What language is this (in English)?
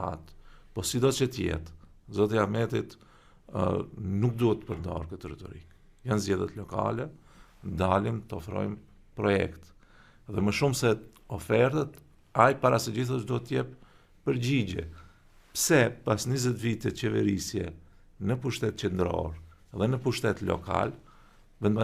Albanian